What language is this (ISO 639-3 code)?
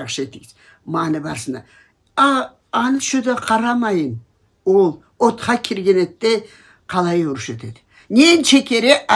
krc